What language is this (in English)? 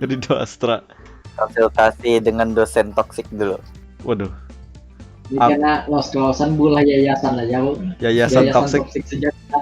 Banjar